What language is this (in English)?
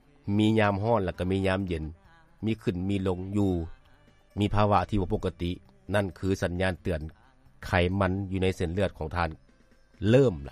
Lao